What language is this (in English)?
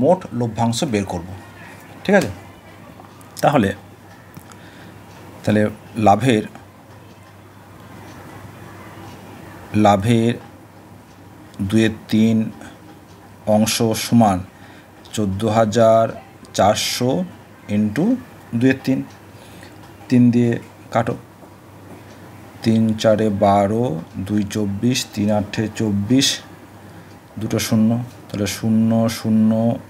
Bangla